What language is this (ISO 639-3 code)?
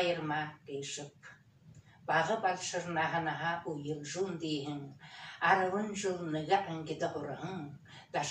bua